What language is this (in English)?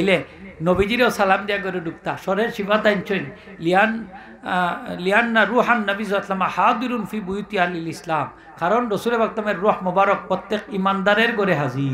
Sylheti